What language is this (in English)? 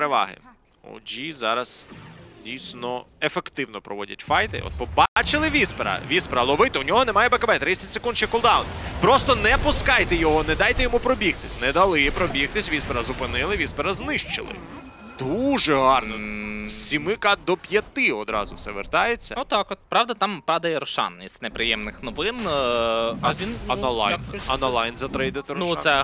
Ukrainian